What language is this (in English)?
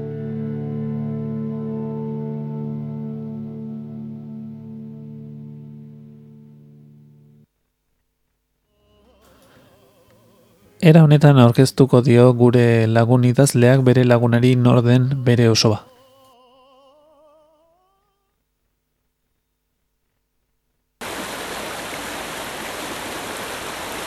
Basque